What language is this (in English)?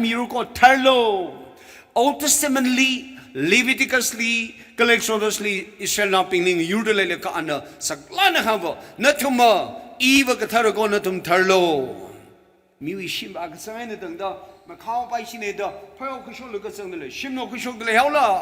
Tangkhul Naga (India)